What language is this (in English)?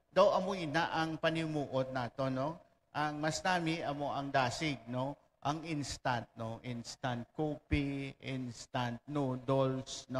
Hiligaynon